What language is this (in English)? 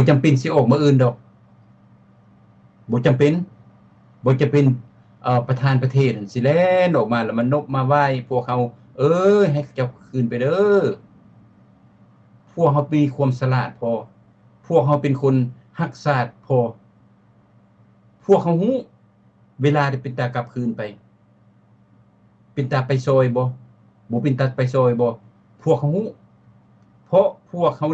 Lao